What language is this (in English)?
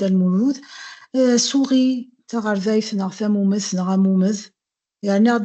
Kabyle